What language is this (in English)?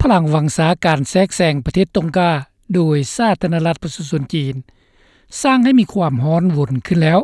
Lao